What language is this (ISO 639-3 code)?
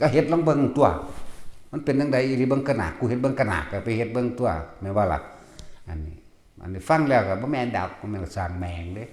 tts